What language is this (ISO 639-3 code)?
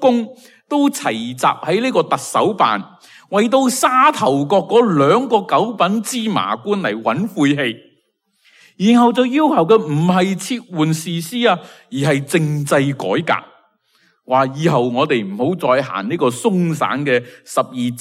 yue